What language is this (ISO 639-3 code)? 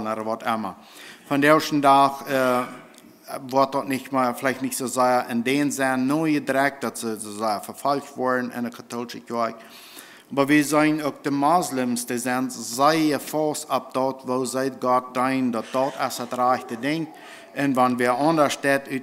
pdt